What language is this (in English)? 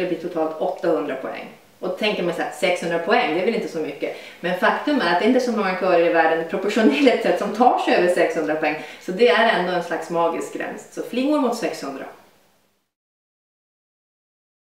Swedish